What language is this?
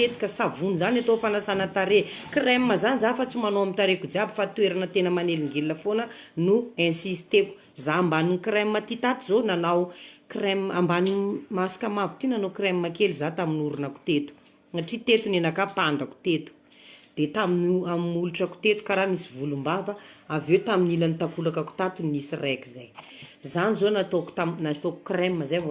Malagasy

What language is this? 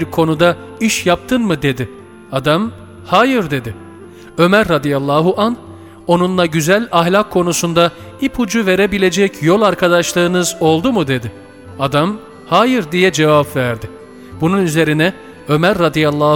Turkish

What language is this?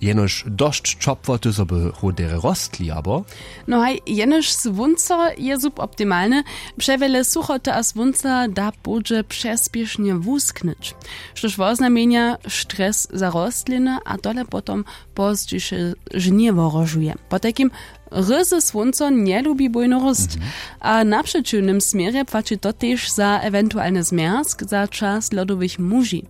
Upper Sorbian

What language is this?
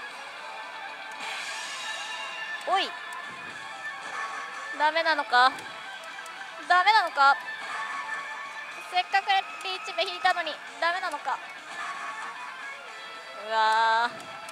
Japanese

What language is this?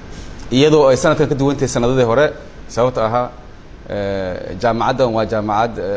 Somali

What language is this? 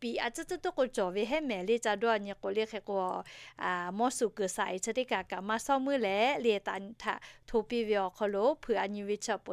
Lahu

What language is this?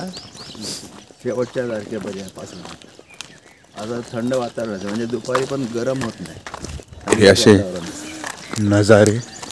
Marathi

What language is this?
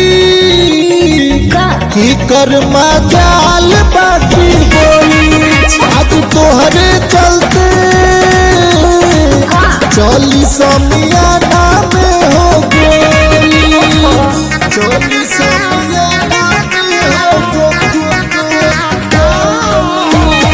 Bhojpuri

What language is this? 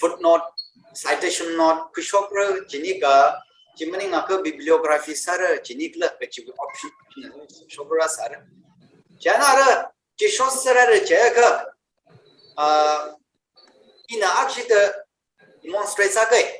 Tangkhul Naga (India)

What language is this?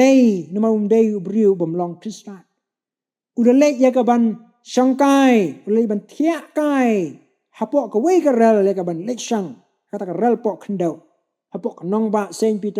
Khasi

